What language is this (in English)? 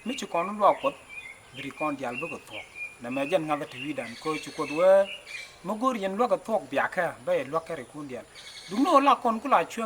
Nuer